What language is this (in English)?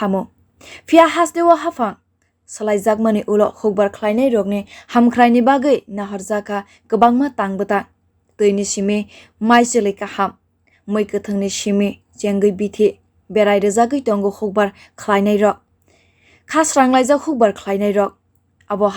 Kok Borok